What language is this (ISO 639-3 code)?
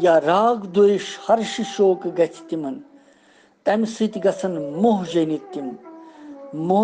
kas